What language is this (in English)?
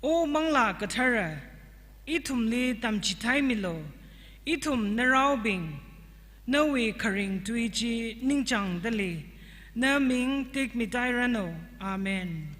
Tangkhul Naga (India)